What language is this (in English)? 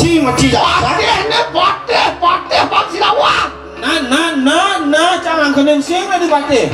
Balinese